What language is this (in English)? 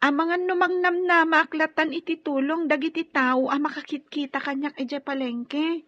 Iloko